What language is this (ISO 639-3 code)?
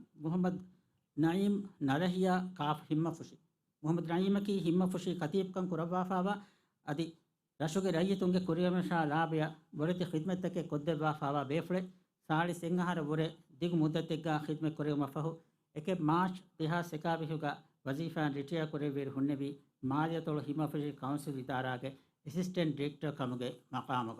div